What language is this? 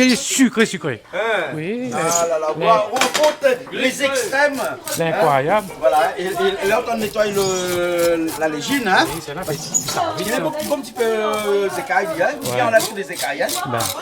Réunion Creole French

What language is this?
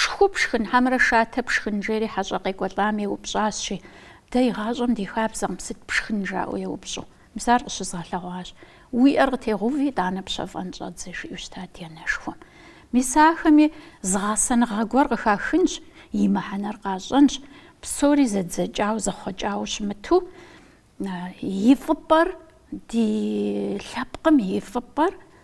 Kabardian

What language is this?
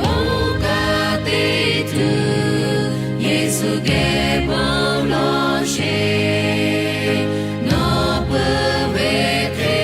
Lahu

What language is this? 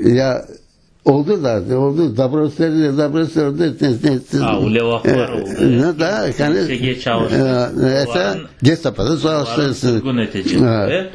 Crimean Tatar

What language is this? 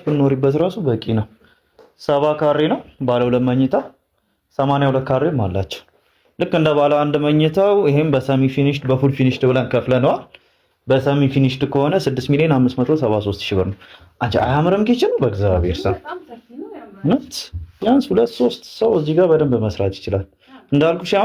Amharic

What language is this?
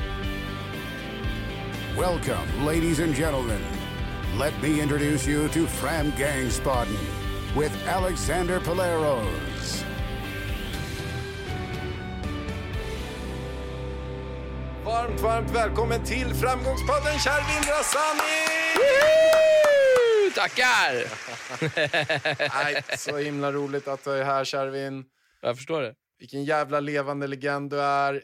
Swedish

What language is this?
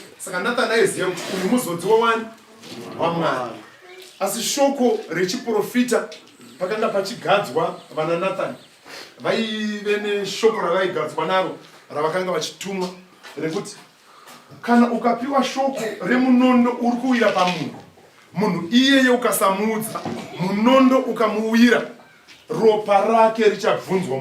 Shona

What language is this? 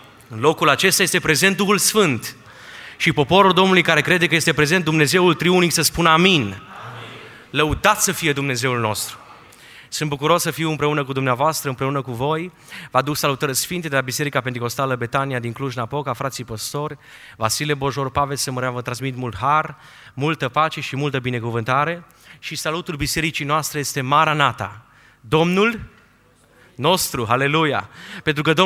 Romanian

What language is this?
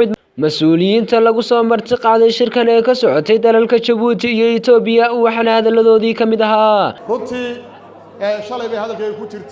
Somali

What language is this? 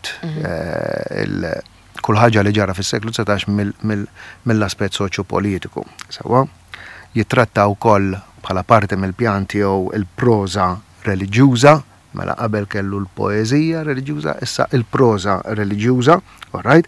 Maltese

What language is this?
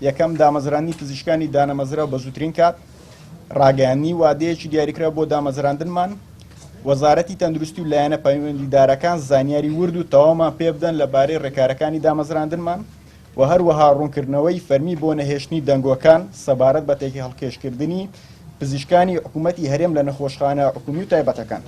Central Kurdish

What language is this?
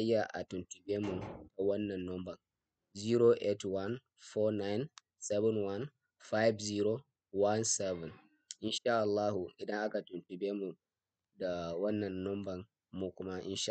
Hausa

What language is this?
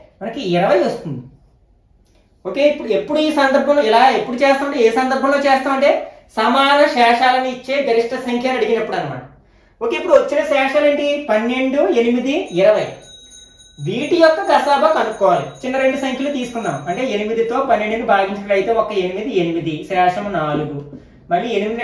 Telugu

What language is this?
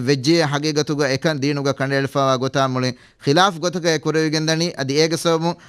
Divehi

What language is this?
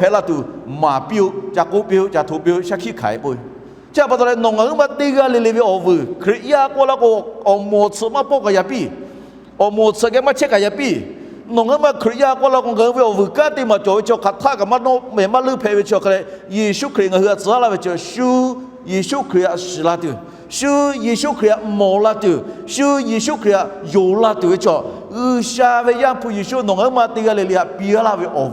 Lahu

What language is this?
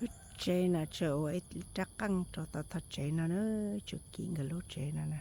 Hmong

